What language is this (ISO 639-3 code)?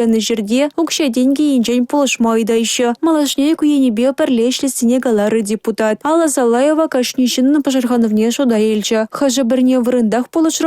chv